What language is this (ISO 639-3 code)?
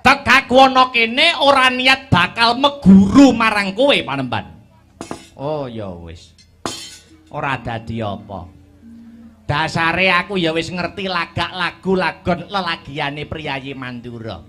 jav